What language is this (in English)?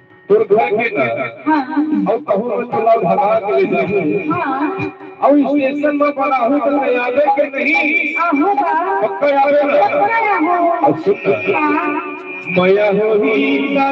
Chhattisgarhi